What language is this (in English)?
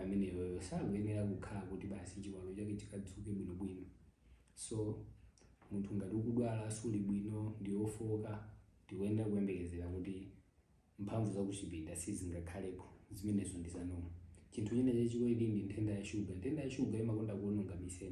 Nyanja